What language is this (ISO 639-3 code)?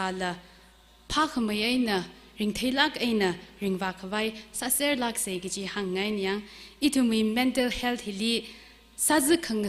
nmf